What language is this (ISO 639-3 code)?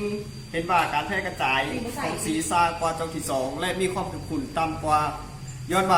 lao